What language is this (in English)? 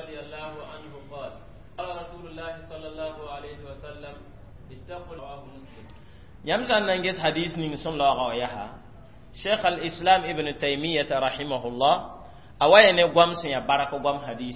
Mossi